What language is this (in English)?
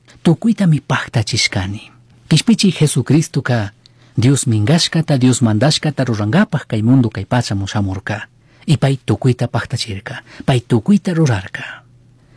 Chimborazo Highland Quichua